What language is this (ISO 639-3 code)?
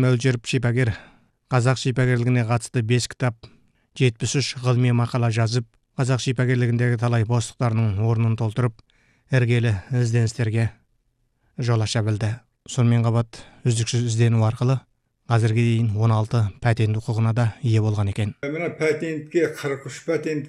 kaz